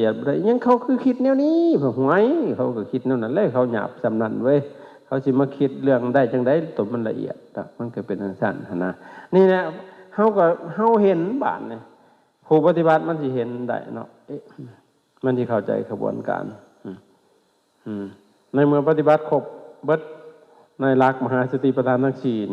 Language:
Lao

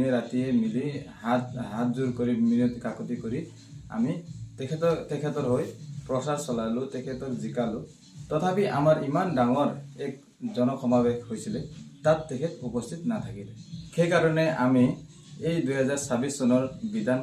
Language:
Assamese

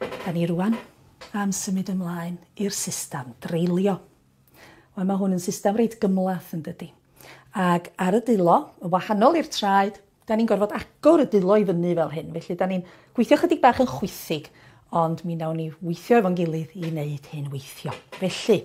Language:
Welsh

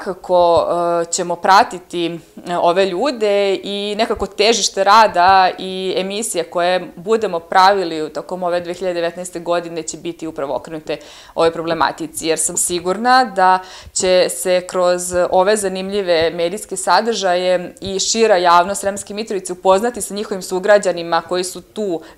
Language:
Serbian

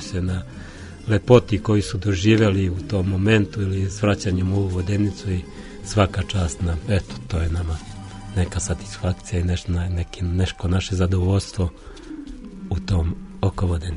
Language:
Serbian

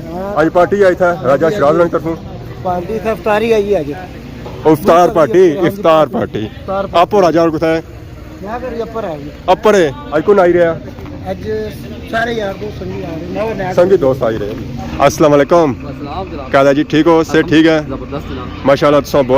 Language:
Pahari-Potwari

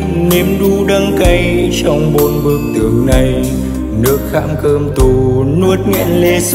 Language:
Vietnamese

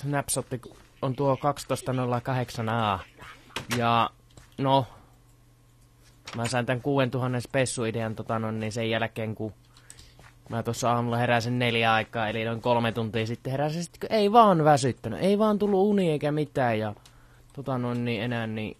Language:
Finnish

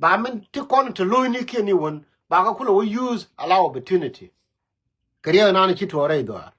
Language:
Nuer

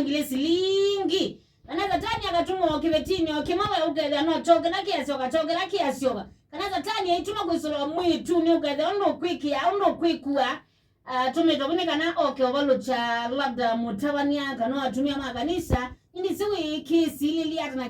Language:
Kamba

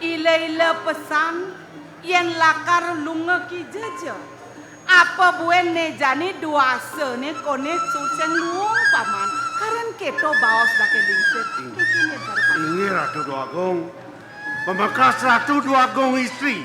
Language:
Balinese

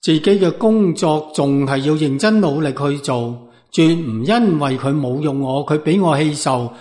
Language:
Cantonese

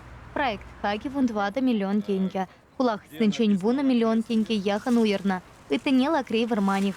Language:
Chuvash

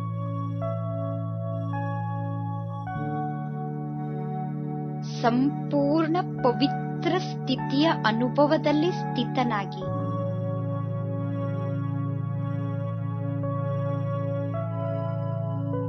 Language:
Kannada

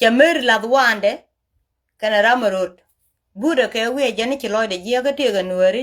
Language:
Nuer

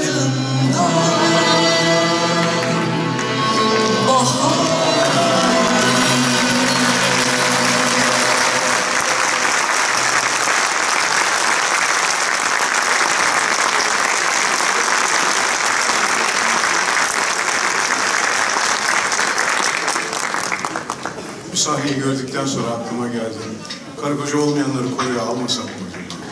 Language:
Turkish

